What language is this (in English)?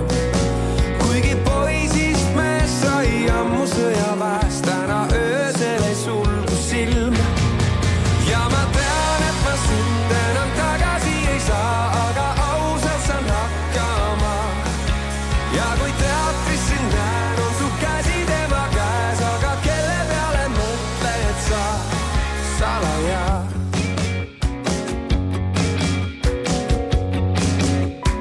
Estonian